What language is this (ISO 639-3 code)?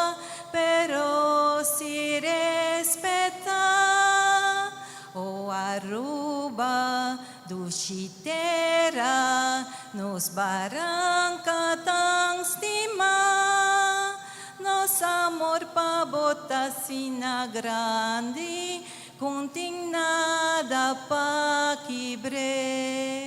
pap